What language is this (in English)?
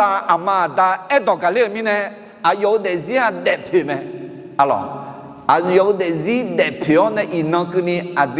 Akha